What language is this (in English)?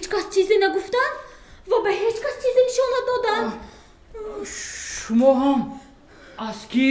Tajik